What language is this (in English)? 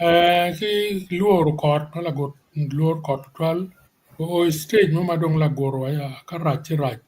Acoli